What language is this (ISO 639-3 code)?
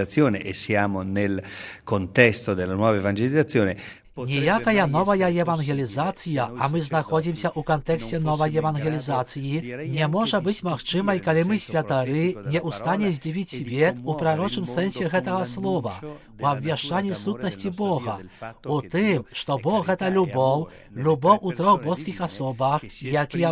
bel